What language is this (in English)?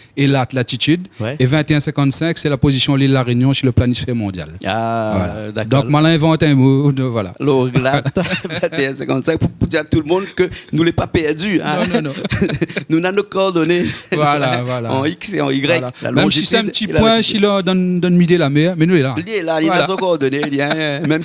Réunion Creole French